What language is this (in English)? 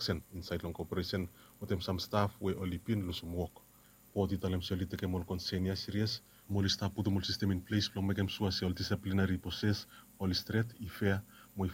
Bislama